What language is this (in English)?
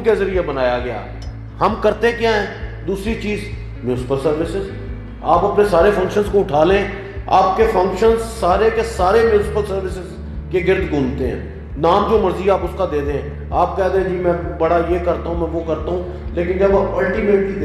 Urdu